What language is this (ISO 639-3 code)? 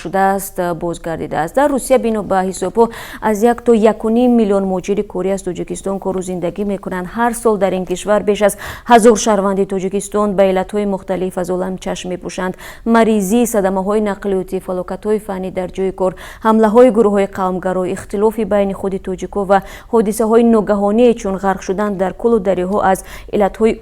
tgk